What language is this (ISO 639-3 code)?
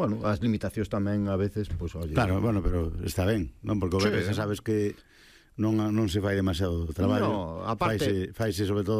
glg